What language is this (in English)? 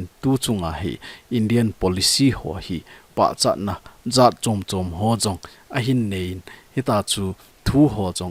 Thado Chin